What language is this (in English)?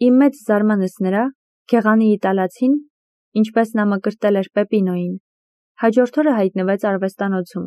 Armenian